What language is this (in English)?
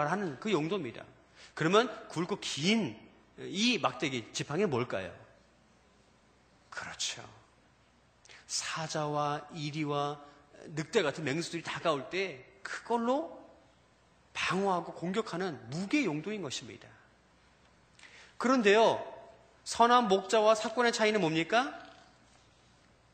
Korean